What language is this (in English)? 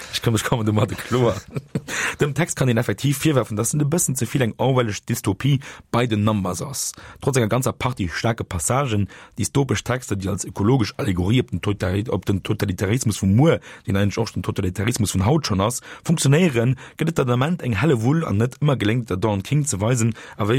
Luxembourgish